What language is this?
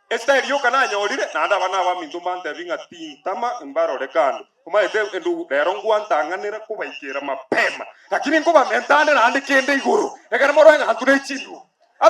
Gusii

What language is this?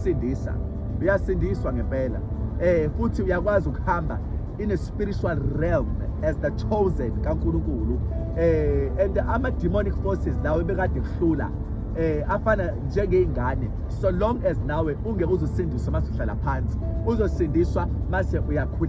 Zulu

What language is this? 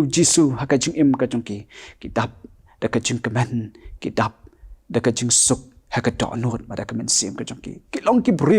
Khasi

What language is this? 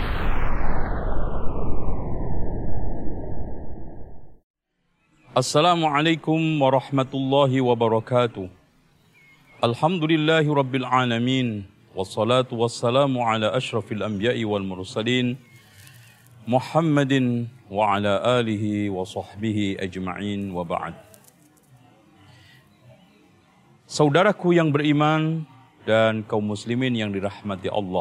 Indonesian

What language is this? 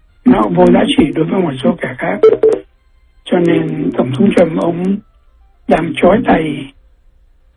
Vietnamese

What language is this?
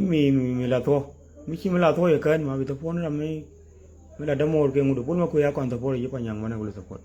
Nuer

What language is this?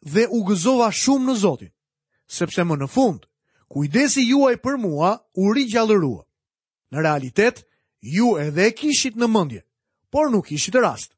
Albanian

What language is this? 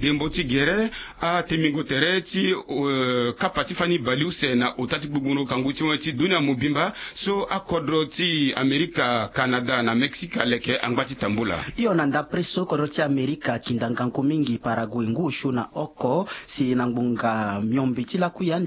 Sango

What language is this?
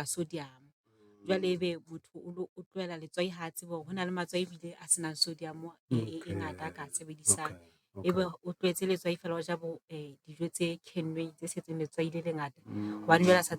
Southern Sotho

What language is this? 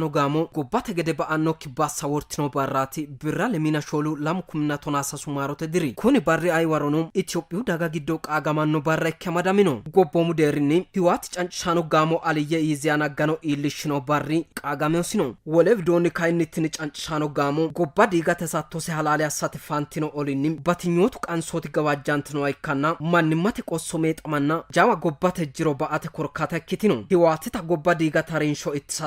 Sidamo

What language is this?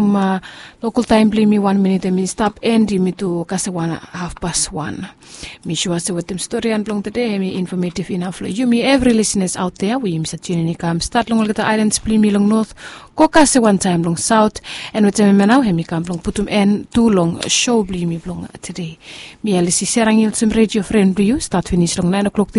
Bislama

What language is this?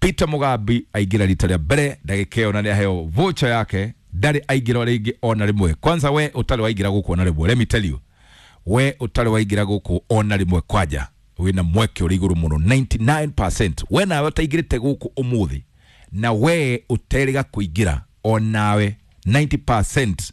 Kikuyu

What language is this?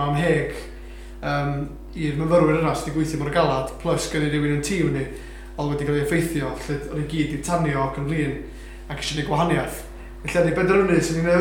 Welsh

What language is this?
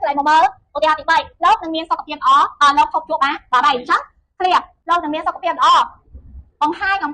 Khmer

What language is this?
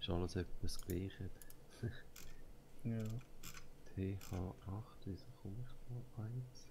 Swiss German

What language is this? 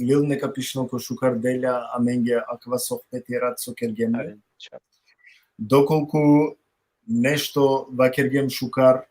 Balkan Romani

